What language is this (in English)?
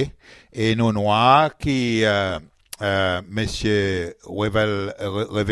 Seselwa Creole French